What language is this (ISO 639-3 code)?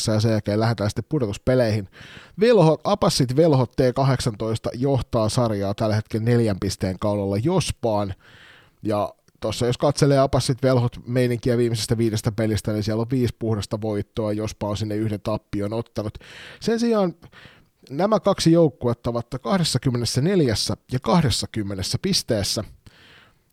fin